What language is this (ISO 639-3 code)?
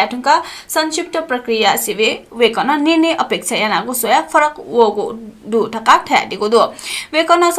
new